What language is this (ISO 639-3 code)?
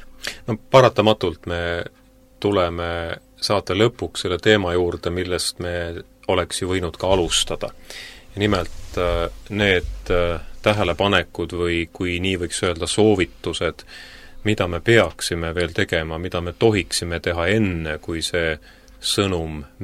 est